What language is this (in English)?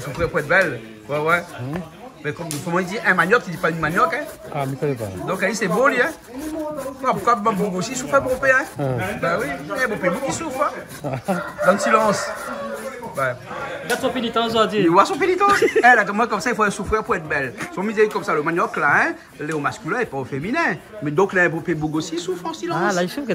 Réunion Creole French